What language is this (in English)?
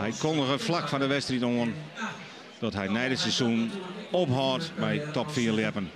Western Frisian